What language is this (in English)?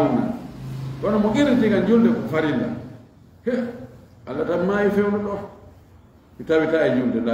Fula